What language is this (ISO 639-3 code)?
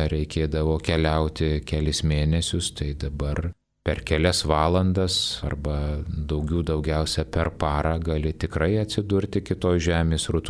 lit